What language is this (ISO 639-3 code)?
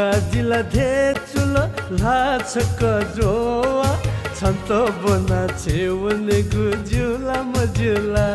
new